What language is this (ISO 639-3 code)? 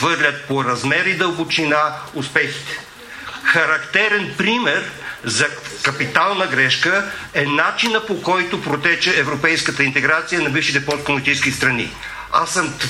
bul